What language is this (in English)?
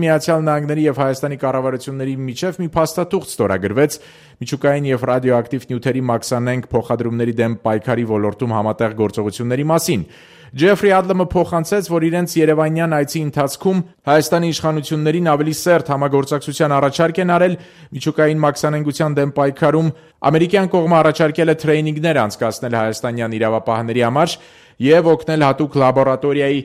Armenian